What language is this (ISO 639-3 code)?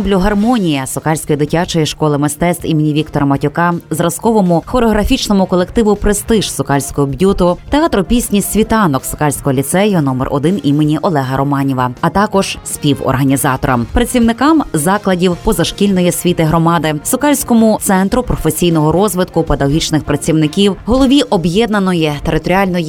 ukr